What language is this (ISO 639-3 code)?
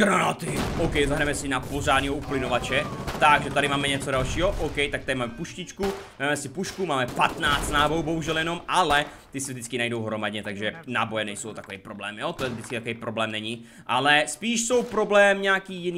ces